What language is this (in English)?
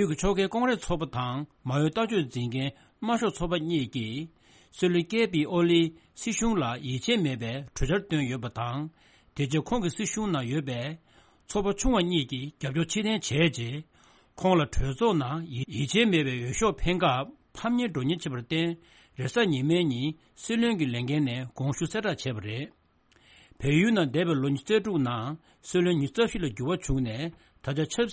Tibetan